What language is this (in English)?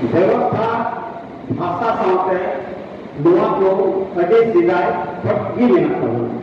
Santali